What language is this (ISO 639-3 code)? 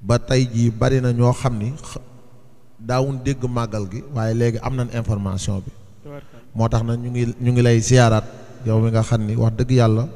wol